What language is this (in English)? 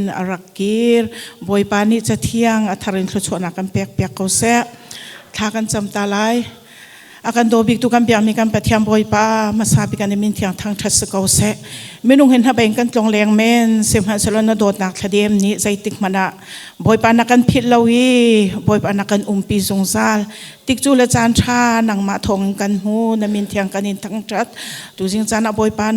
Hakha Chin